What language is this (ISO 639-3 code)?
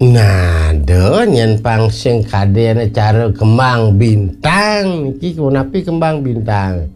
ban